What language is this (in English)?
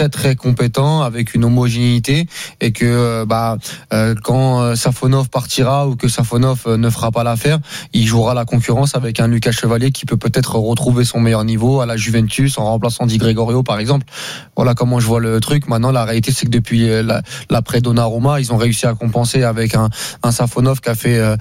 French